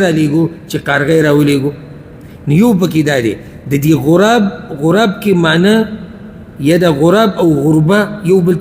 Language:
Pashto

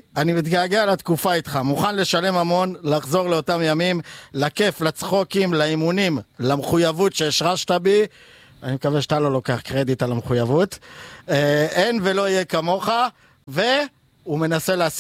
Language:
Hebrew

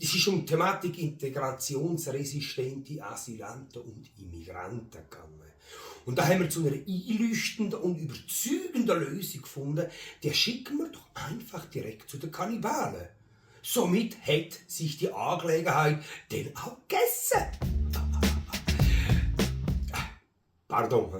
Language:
Swiss German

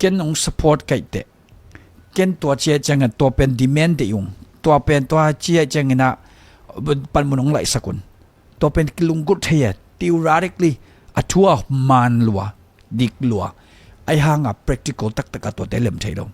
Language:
Tedim Chin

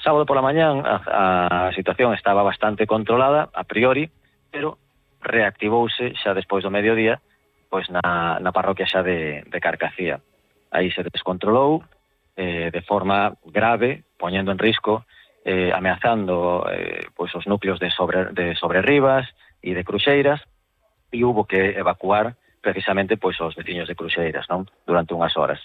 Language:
Galician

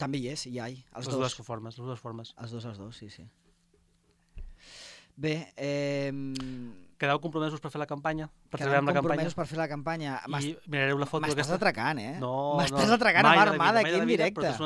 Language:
Catalan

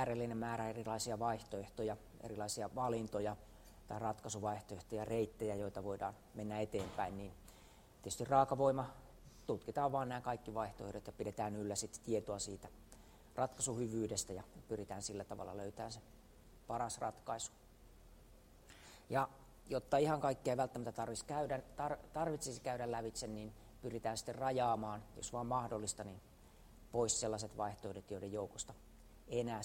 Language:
Finnish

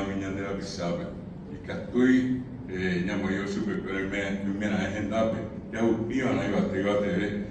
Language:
Guarani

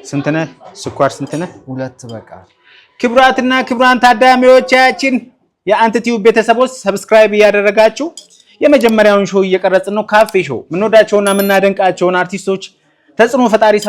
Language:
Amharic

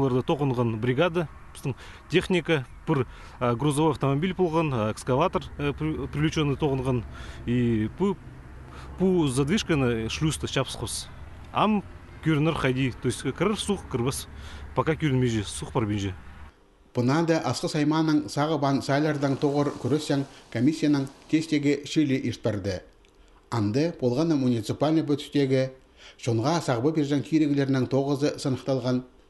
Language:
Khakas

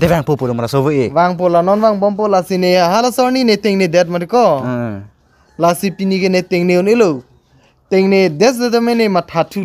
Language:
Karbi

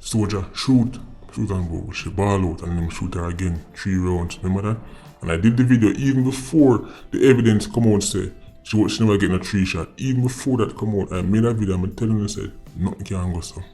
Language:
Jamaican Creole English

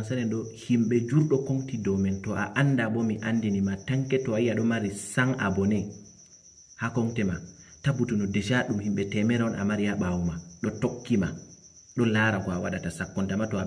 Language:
Fula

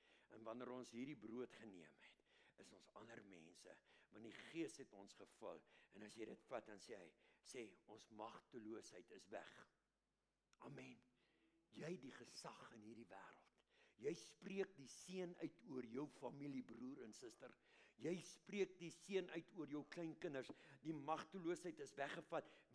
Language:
Afrikaans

